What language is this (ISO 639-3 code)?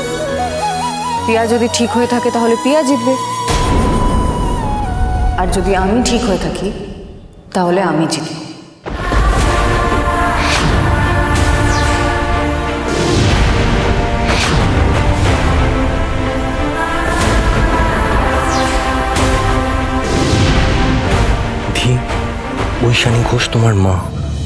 ben